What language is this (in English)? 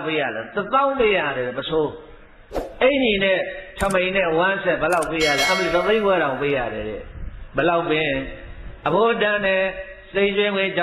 Burmese